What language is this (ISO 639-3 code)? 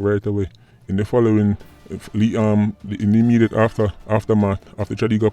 jam